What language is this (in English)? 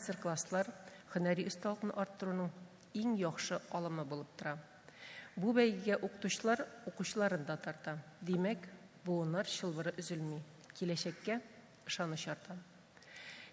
Tatar